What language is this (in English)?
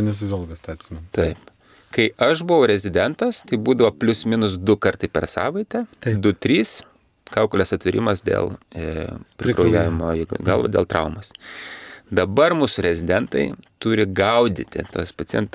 Lithuanian